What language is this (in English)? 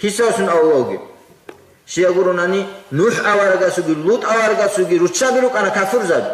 Avaric